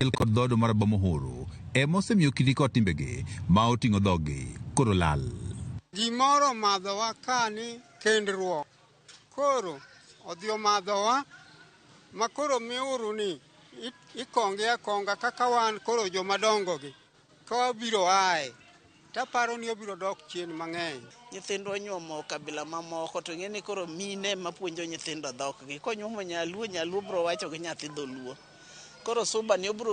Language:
Luo (Kenya and Tanzania)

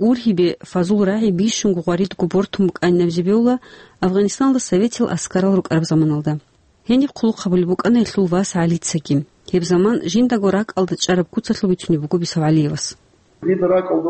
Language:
Avaric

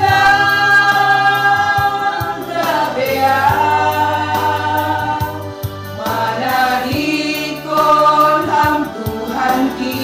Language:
Batak Simalungun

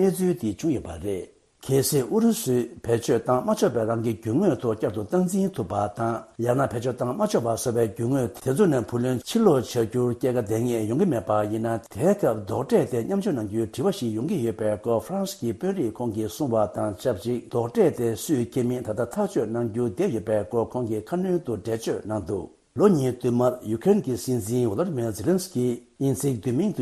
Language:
Tibetan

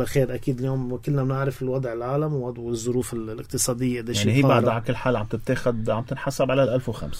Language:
North Levantine Arabic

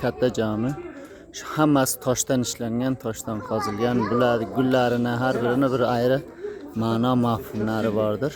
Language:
Uzbek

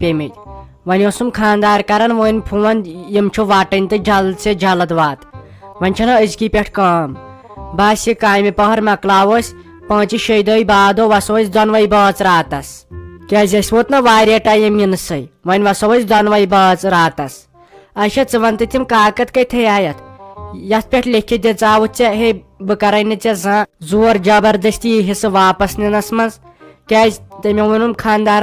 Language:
Kashmiri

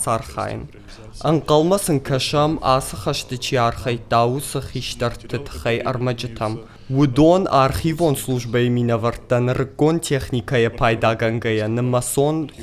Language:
Ossetic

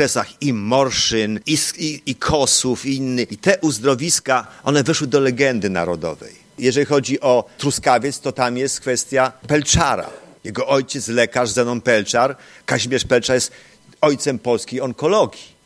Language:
Polish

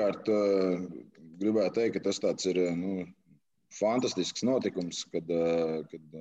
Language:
Latvian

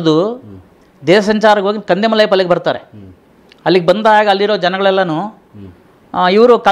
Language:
Kannada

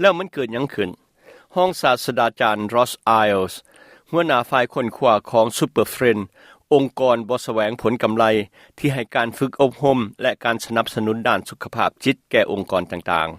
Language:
Lao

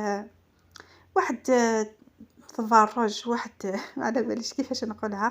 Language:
Algerian Arabic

